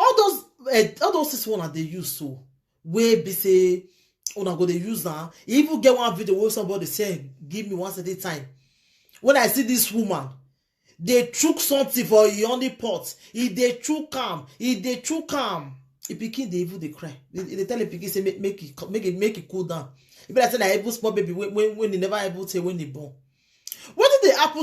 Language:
Nigerian Pidgin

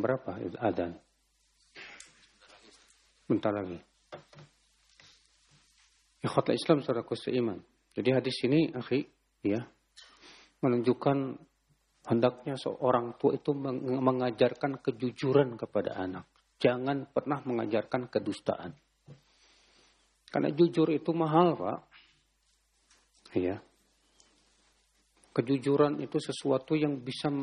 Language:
Indonesian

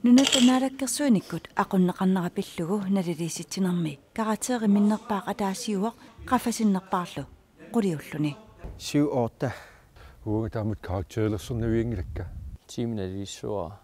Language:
Kalaallisut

